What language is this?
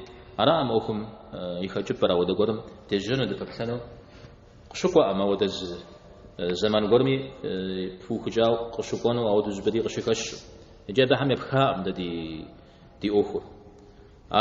Kabardian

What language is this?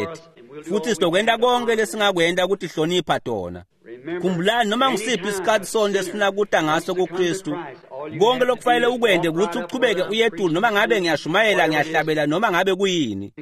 Swati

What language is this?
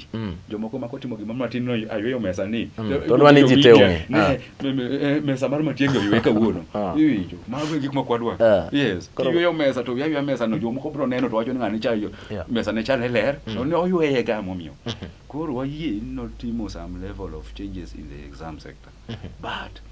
Luo (Kenya and Tanzania)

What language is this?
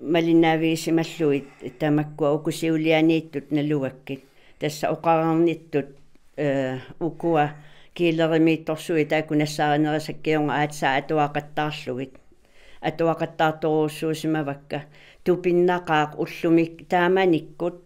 Kalaallisut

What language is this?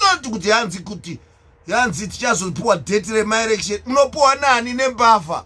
Shona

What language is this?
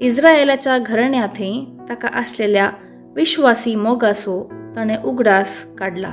Konkani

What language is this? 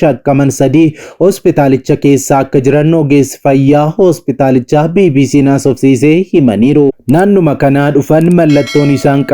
Oromo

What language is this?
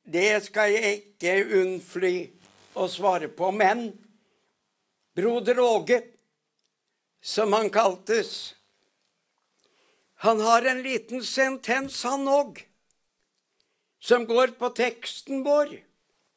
Norwegian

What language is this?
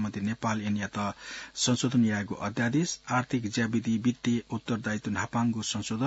Newari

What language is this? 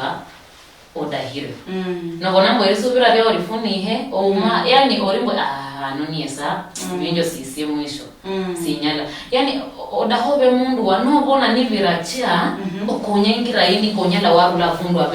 Luyia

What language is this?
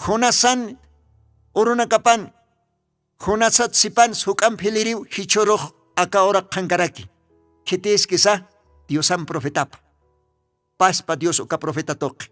Aymara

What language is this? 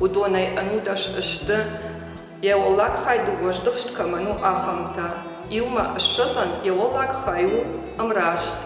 Ossetic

